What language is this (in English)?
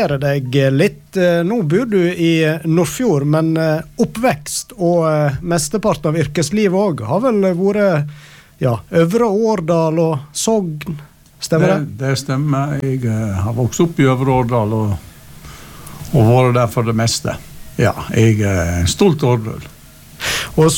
Norwegian